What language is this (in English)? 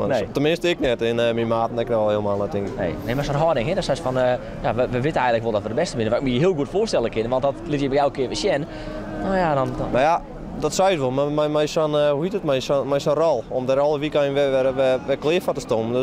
Western Frisian